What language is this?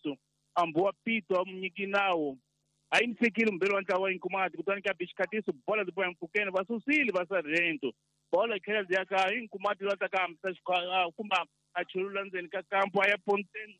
Tsonga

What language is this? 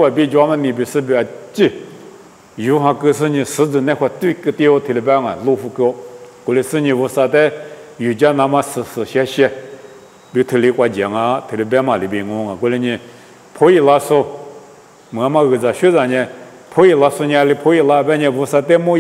Lisu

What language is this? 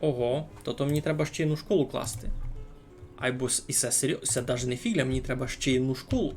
Rusyn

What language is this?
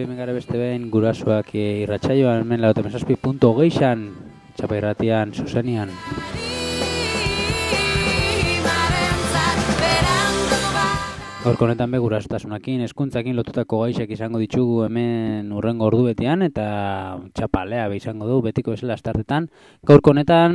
Basque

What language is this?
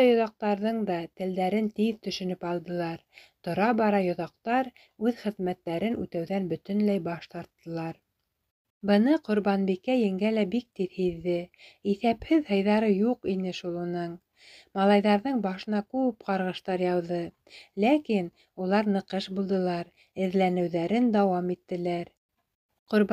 Bashkir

